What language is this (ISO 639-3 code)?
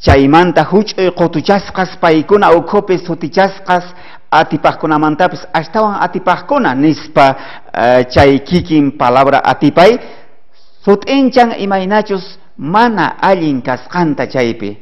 quh